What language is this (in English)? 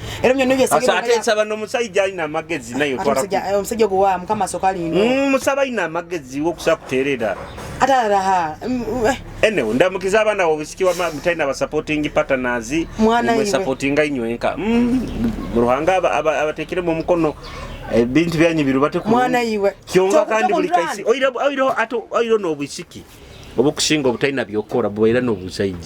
Nyoro